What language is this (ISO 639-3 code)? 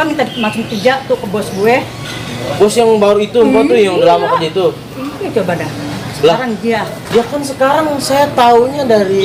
bew